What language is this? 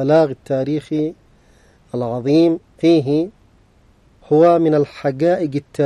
Arabic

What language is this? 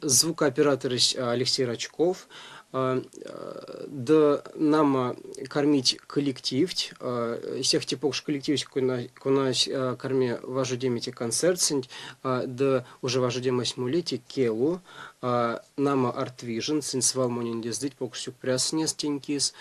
Erzya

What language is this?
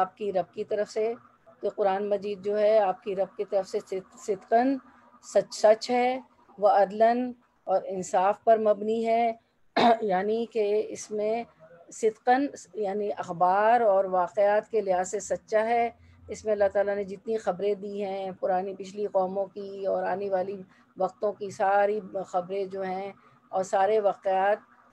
Urdu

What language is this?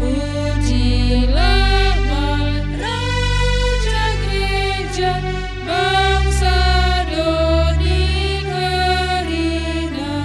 Batak Karo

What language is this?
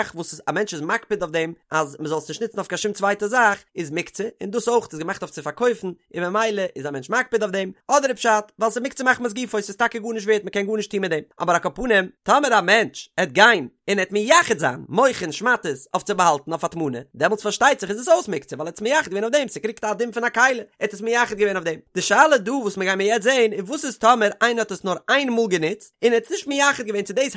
Yiddish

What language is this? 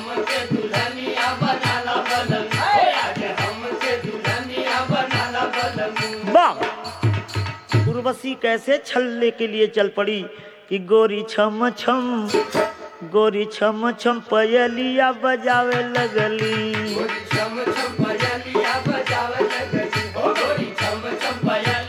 Bhojpuri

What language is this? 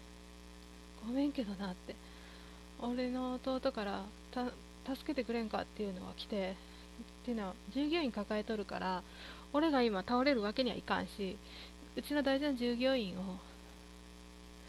Japanese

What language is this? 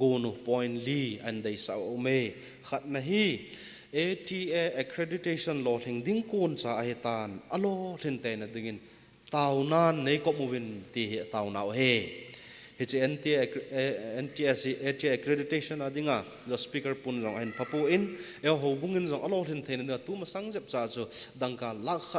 Thado Chin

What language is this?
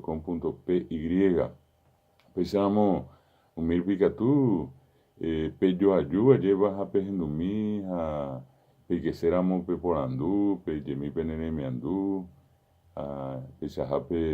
Guarani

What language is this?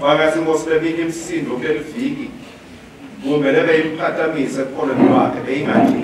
Swati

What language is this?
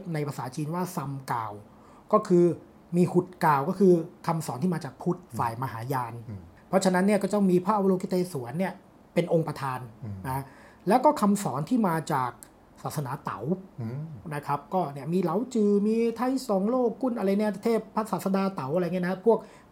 Thai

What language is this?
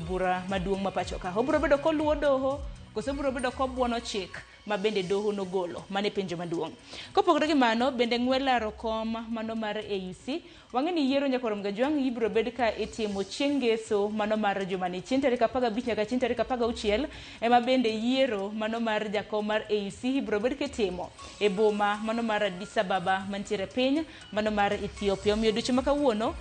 Luo (Kenya and Tanzania)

